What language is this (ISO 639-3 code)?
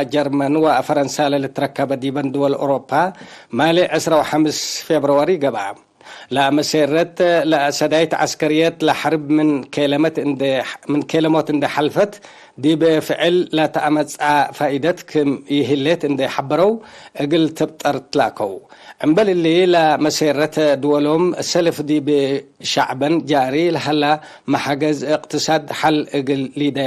tig